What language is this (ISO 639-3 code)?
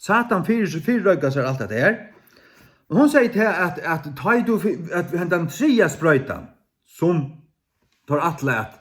fao